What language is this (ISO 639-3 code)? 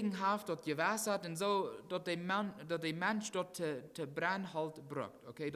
pdt